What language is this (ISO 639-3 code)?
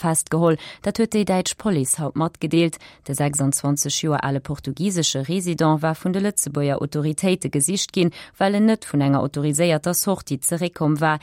ltz